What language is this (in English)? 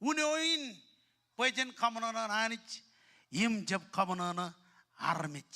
Marshallese